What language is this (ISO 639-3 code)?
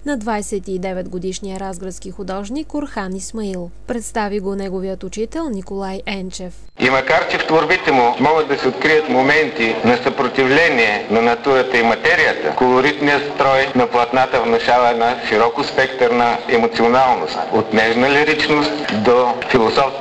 bul